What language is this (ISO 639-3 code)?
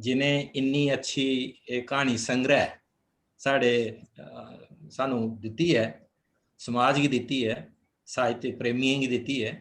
doi